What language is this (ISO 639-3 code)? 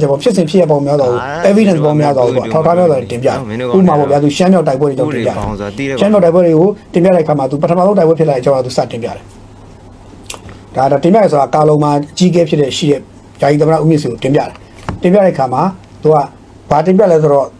mya